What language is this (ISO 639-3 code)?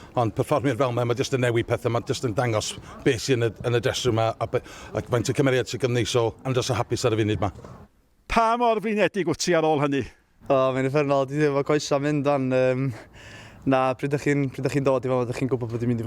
cym